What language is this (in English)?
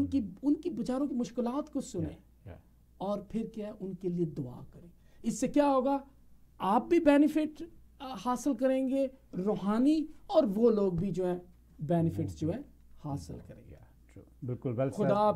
Urdu